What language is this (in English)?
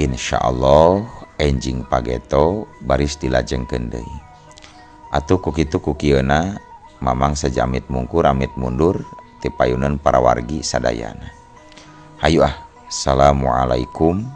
Sundanese